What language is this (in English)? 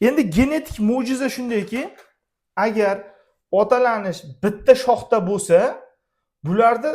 Uzbek